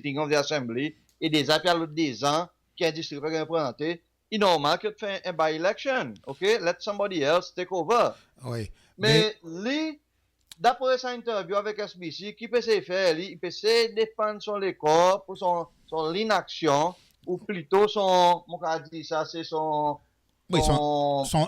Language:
Seselwa Creole French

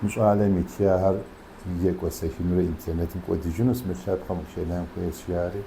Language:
Kabardian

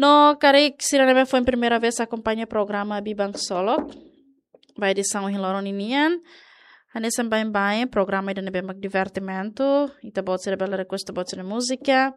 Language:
Tetum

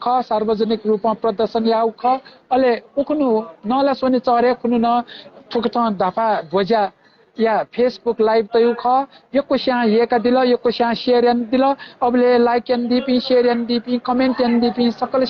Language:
Newari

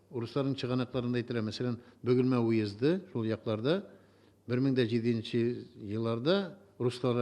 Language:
Tatar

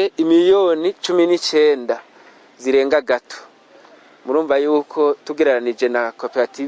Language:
Rundi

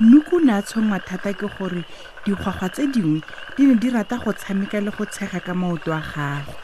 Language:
Tswana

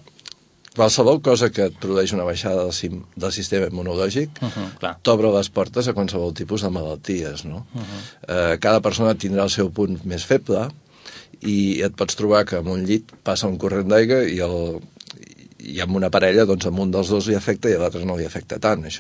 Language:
Catalan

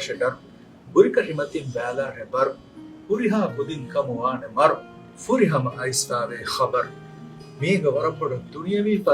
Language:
Divehi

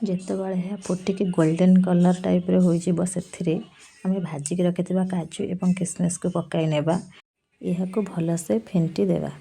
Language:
Odia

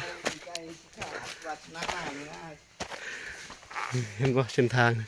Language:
Lao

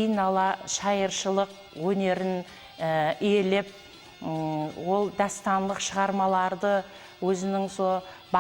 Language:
Kara-Kalpak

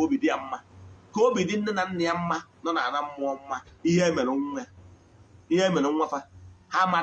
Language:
Igbo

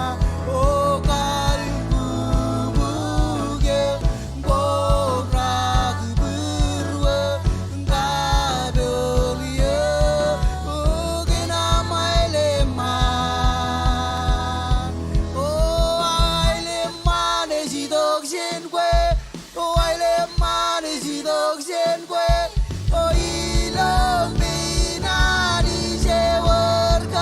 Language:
Marshallese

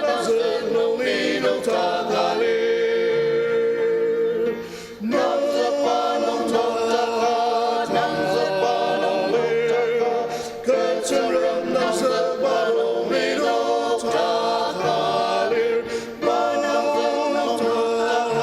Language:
Ao Naga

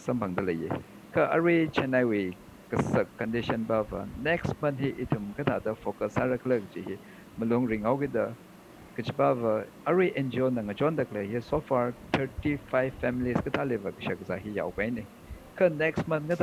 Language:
Tangkhul Naga (India)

